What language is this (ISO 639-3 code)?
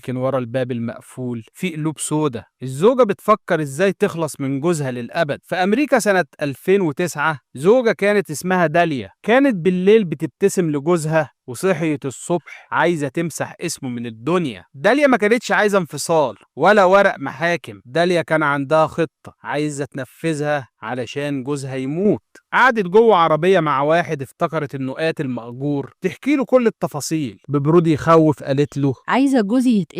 arz